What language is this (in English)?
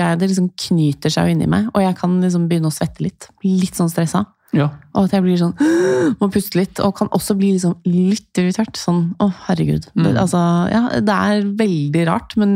Norwegian